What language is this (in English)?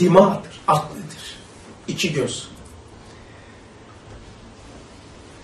Turkish